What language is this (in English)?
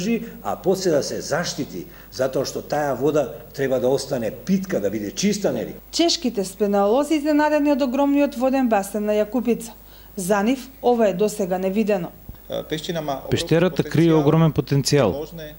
Macedonian